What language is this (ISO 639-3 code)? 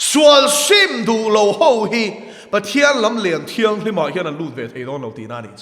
lus